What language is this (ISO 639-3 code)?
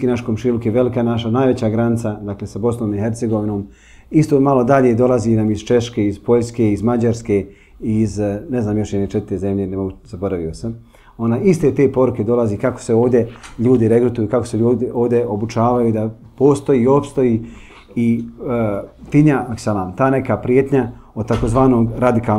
bos